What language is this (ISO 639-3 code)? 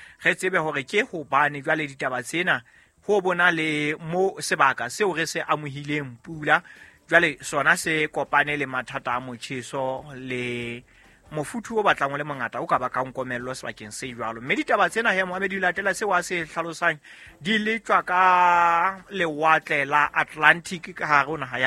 sot